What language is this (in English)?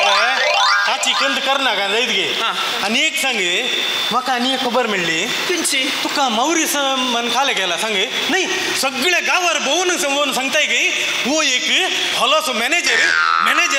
Konkani